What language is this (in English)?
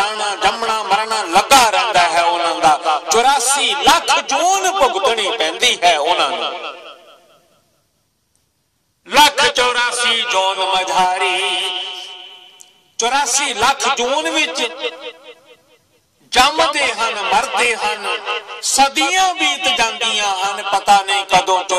Punjabi